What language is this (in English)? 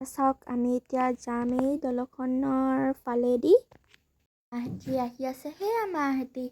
Assamese